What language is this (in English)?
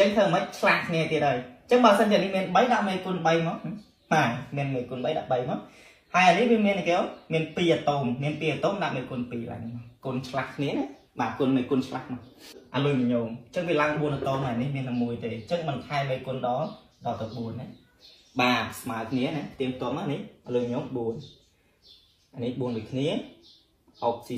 Khmer